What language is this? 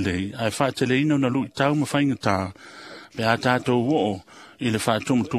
Samoan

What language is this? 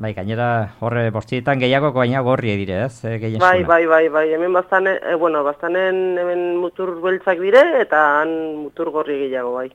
Basque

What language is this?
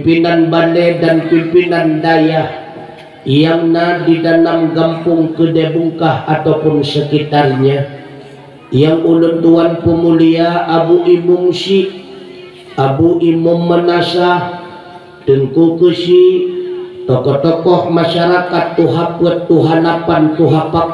Achinese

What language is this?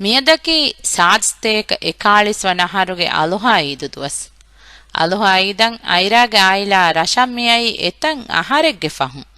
Divehi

